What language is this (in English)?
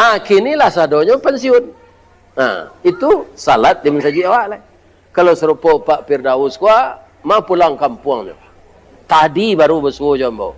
Minangkabau